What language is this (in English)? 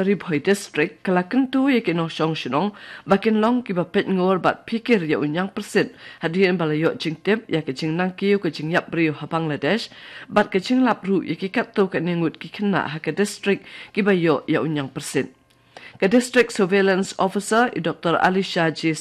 Khasi